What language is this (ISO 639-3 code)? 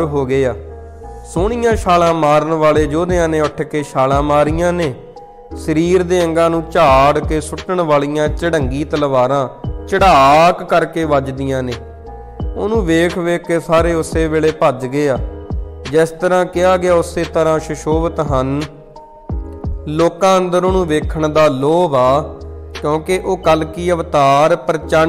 pan